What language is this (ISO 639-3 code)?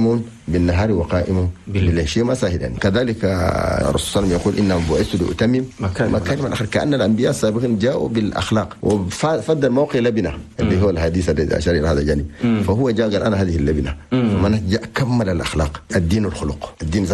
shu